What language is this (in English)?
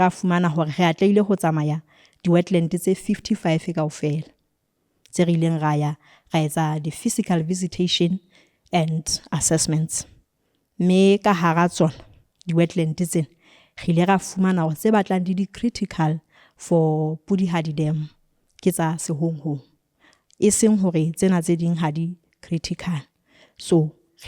Southern Sotho